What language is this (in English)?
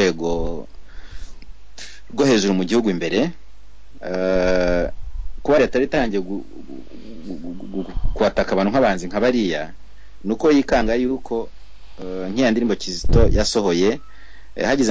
Kinyarwanda